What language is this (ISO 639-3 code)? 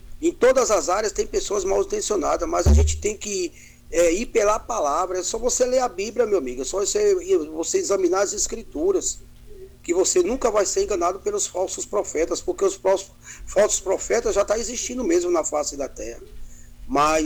por